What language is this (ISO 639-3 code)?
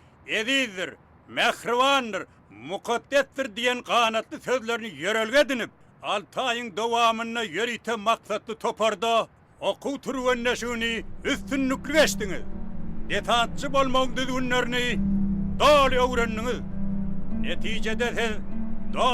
tuk